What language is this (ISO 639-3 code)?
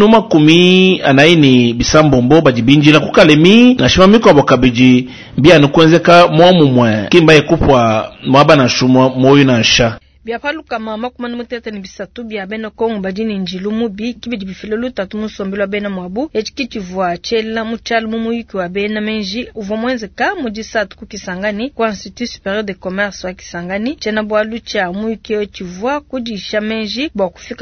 lua